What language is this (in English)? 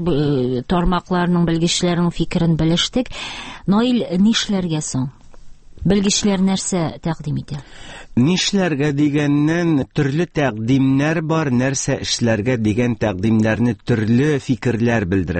Tatar